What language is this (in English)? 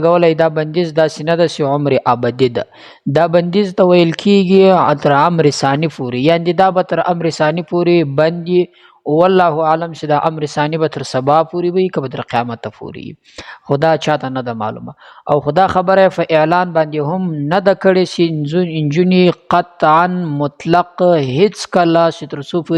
Pashto